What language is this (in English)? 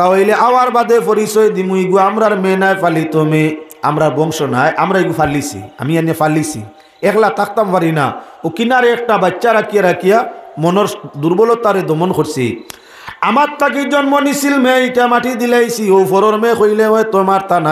Sylheti